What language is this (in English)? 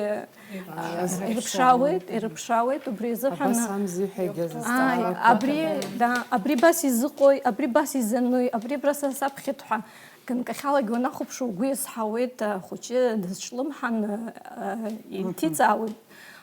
Abkhazian